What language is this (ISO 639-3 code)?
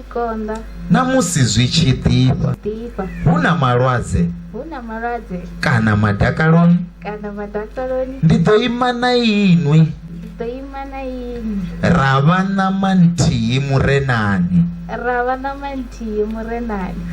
ven